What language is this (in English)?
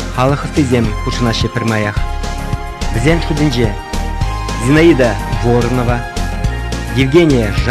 Chuvash